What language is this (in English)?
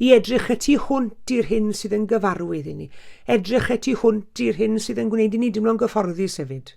Welsh